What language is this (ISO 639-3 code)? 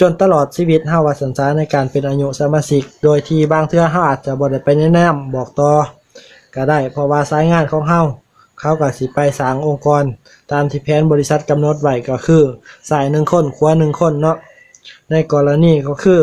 lao